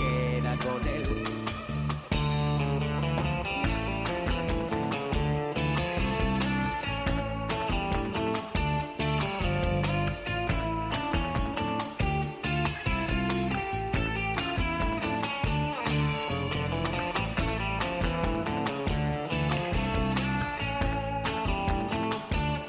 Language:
Spanish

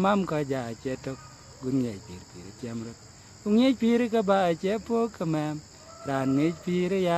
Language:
Dinka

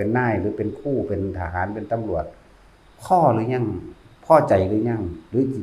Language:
Lao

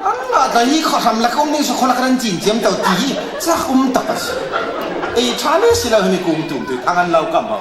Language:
Falam Chin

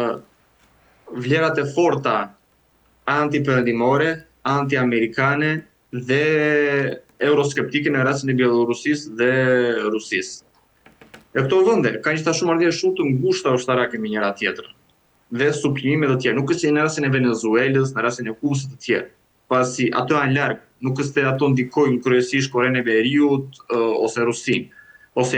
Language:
Albanian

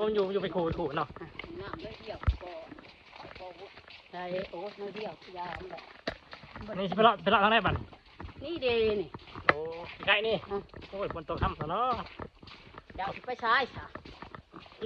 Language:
Lao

